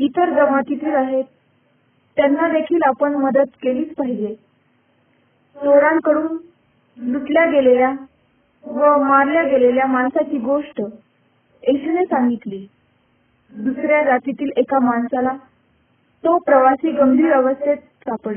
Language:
Marathi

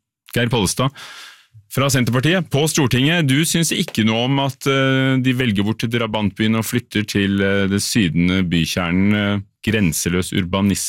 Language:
Norwegian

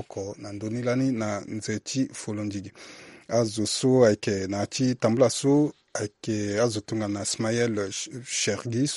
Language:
Sango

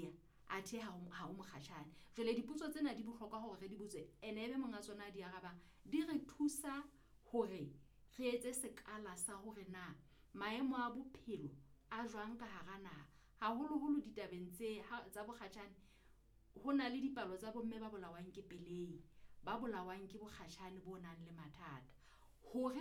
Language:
Southern Sotho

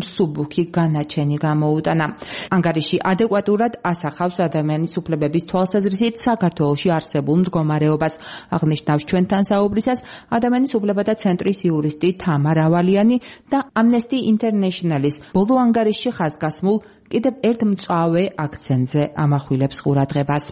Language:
Georgian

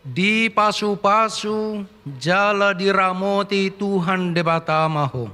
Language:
Batak Toba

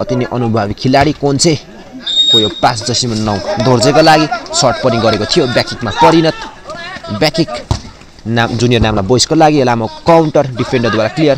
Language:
Nepali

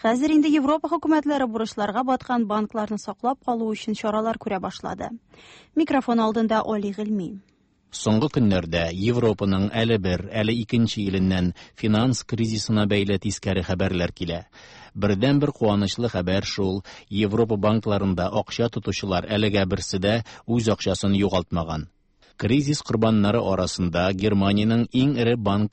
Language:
Tatar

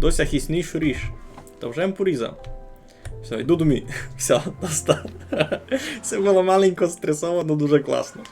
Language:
Rusyn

